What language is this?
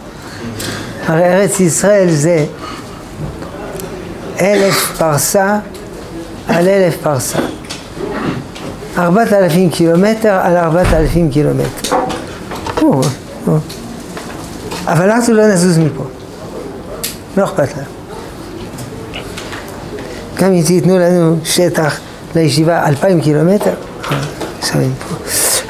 Hebrew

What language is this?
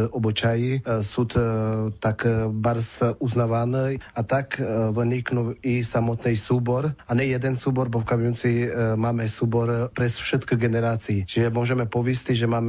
Rusyn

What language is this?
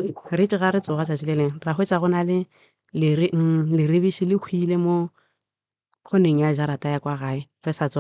Northern Sotho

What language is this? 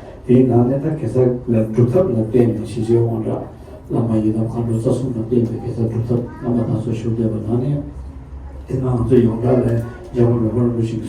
Tibetan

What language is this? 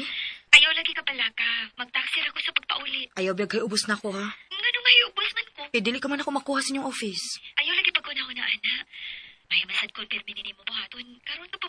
Cebuano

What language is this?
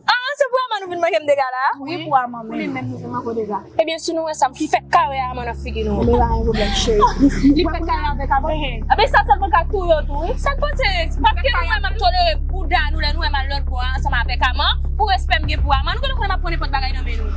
Haitian Creole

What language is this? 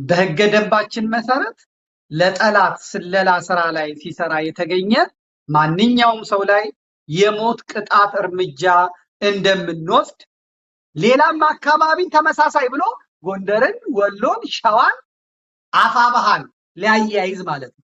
Amharic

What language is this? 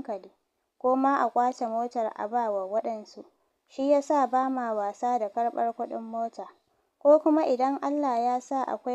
Hausa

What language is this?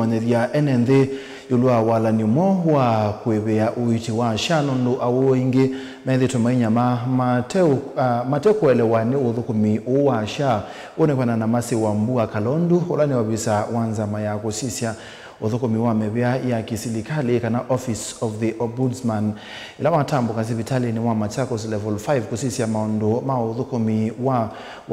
Kamba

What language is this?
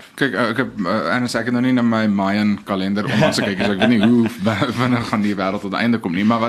Afrikaans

